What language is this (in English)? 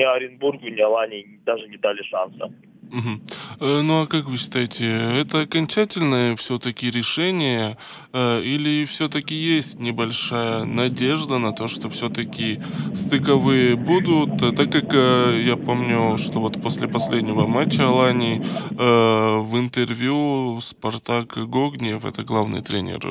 Russian